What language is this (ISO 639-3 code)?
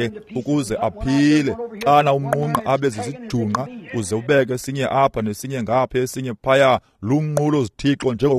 xho